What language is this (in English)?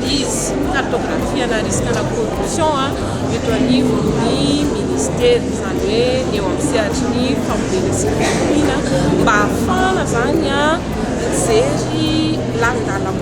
Malagasy